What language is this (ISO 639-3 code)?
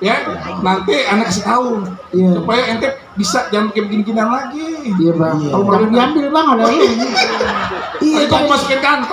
bew